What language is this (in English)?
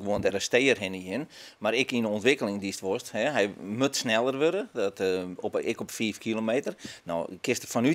Western Frisian